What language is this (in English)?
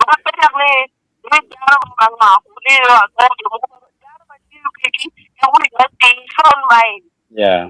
Acoli